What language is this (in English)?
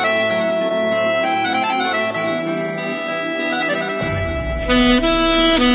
Tatar